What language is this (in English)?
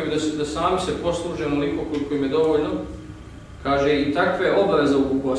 Bosnian